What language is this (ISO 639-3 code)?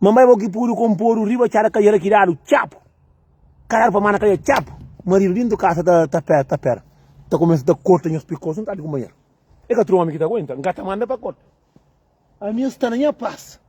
kea